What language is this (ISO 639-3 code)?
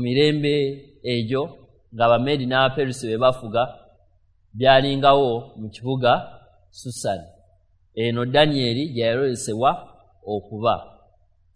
lug